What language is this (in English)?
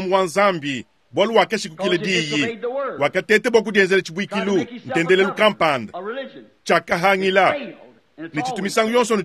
Luba-Lulua